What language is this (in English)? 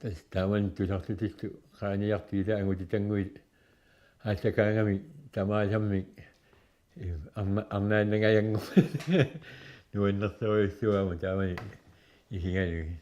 Kalaallisut